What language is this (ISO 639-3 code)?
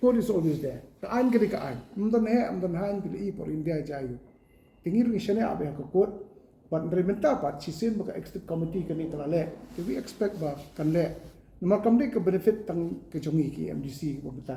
kha